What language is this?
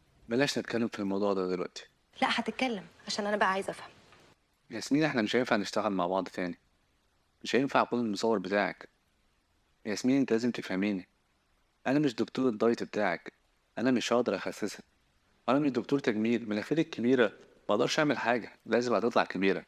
Egyptian Arabic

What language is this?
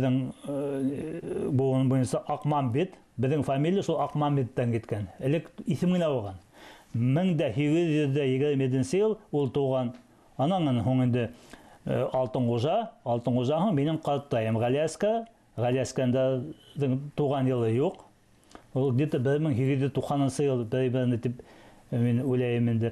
Bashkir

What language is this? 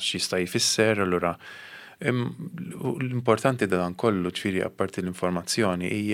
Maltese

